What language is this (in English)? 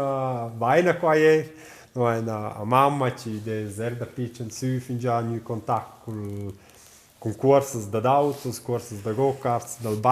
Romansh